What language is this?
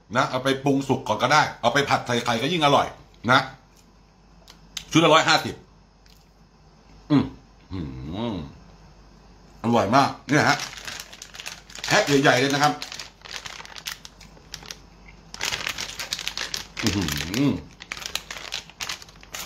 Thai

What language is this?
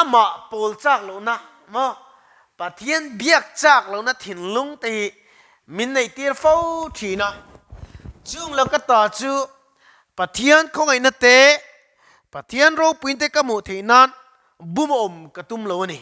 Mizo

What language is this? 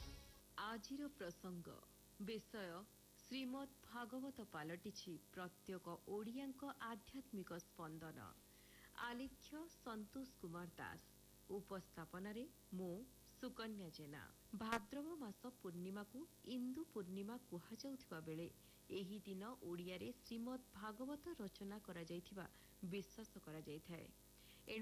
Odia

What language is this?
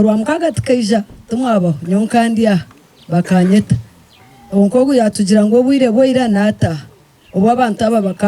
Nyankole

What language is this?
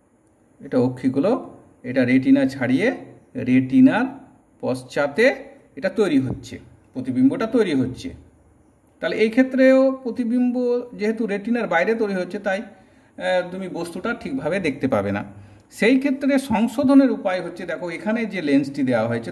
Bangla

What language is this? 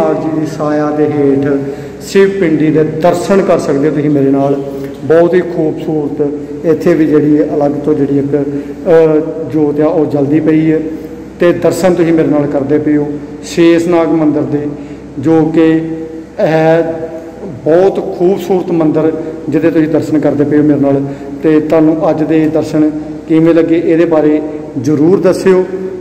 Punjabi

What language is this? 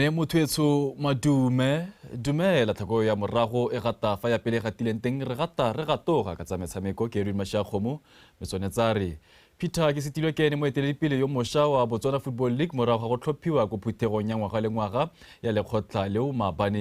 Tswana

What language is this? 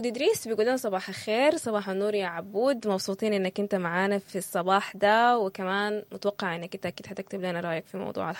Sudanese Arabic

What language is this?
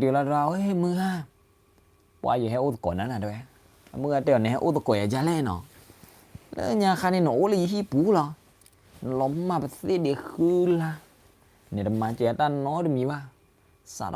S'gaw Karen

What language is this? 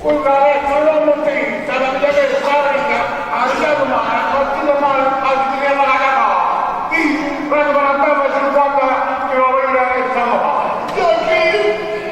Neapolitan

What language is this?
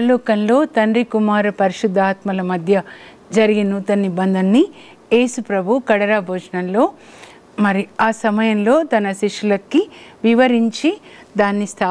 Telugu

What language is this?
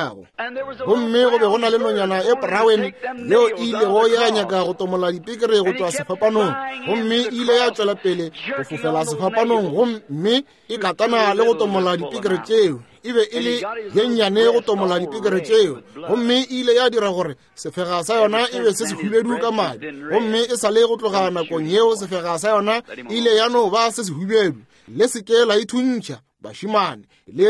Northern Sotho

